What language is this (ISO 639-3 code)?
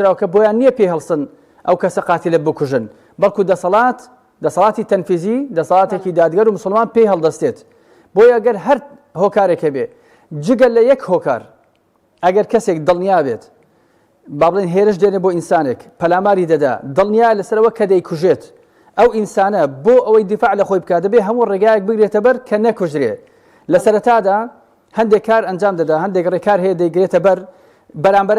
ckb